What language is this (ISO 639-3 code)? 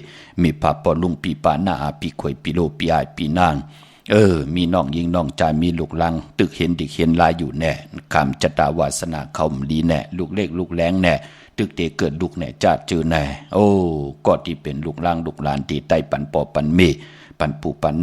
shn